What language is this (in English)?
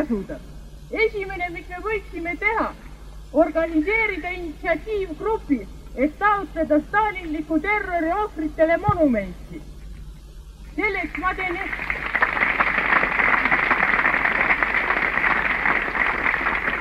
Estonian